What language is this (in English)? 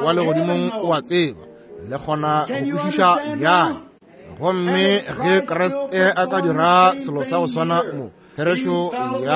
Northern Sotho